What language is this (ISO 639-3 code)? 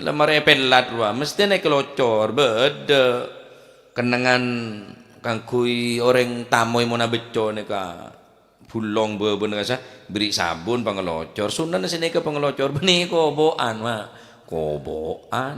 mad